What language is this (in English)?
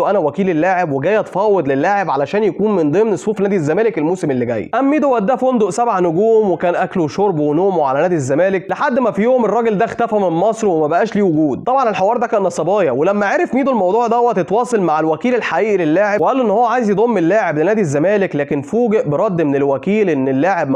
Egyptian Arabic